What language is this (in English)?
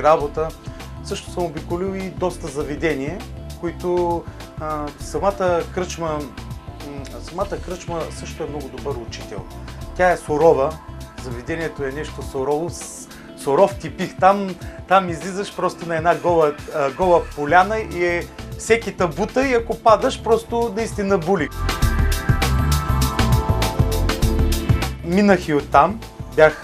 Bulgarian